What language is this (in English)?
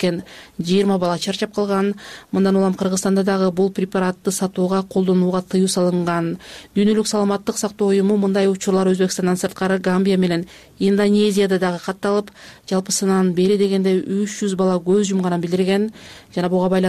Kyrgyz